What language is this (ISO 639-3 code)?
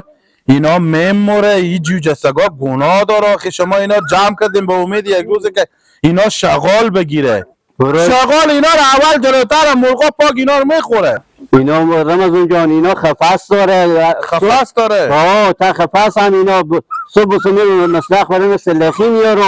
haz